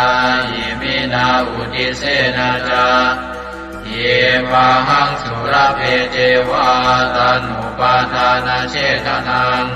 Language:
Pali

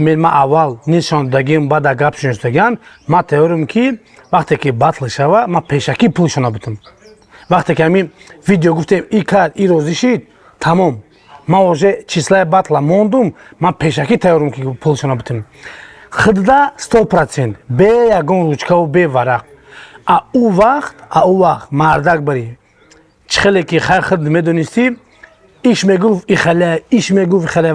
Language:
Tajik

